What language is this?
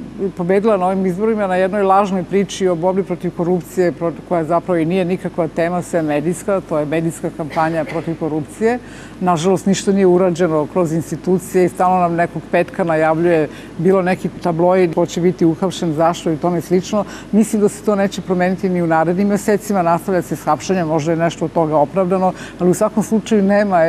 Serbian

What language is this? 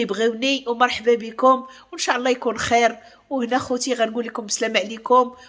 Moroccan Arabic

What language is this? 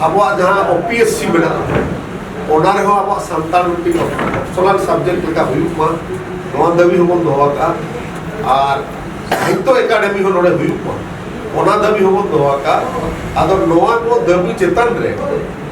Santali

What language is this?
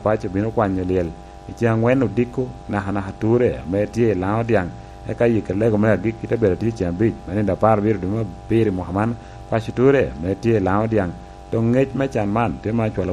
Lango (Uganda)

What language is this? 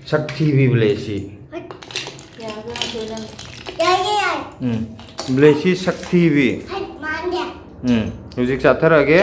Manipuri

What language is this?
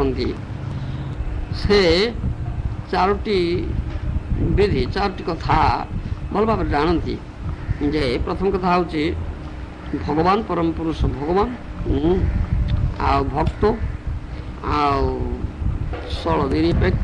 Odia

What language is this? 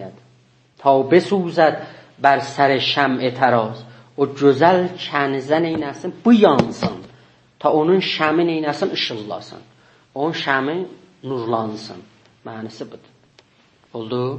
South Azerbaijani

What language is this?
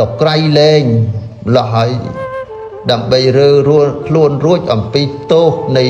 Khmer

